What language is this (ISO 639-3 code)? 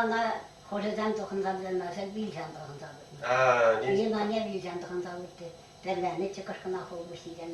chv